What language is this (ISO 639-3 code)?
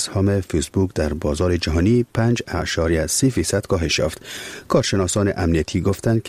fas